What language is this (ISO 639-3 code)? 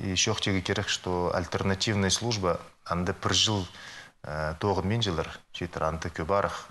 kjh